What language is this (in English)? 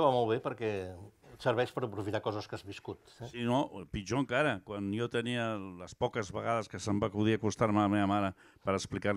Catalan